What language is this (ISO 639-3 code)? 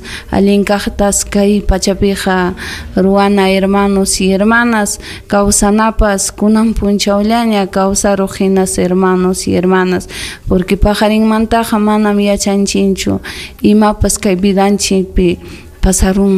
quy